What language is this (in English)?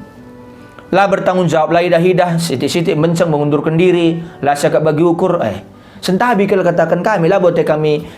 Batak Karo